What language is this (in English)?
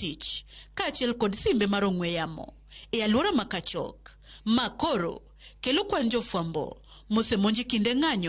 Luo (Kenya and Tanzania)